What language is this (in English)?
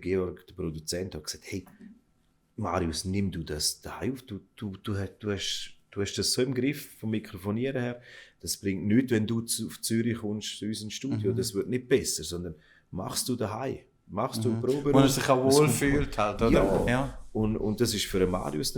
Swiss German